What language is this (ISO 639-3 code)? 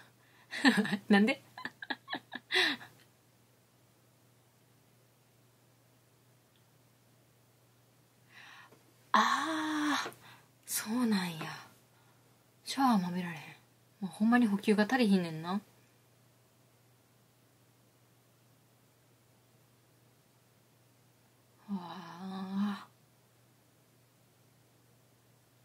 jpn